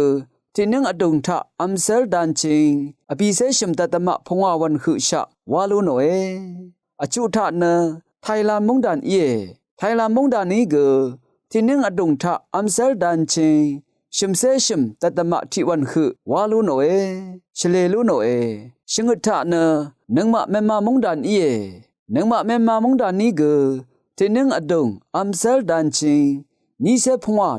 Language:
Rawang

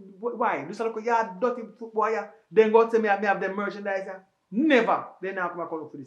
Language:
Jamaican Creole English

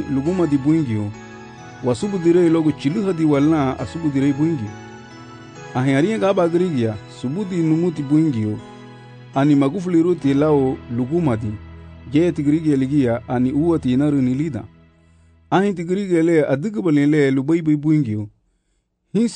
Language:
Garifuna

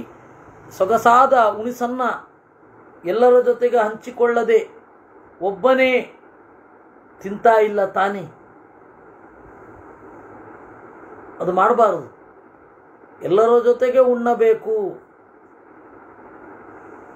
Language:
Kannada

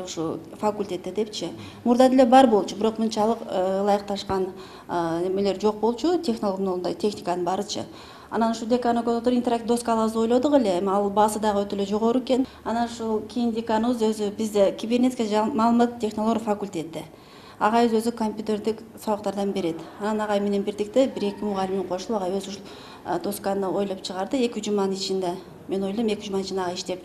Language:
Kyrgyz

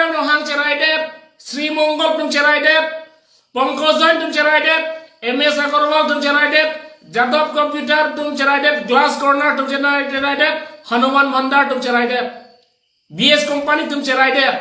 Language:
Karbi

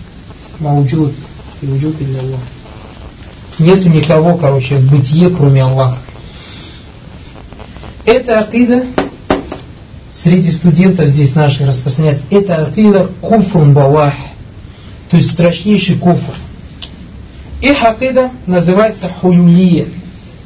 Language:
Russian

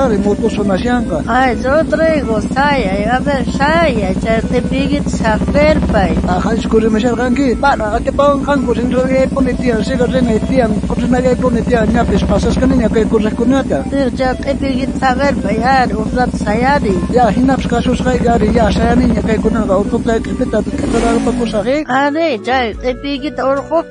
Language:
South Bolivian Quechua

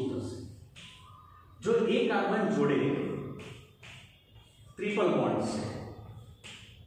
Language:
Gujarati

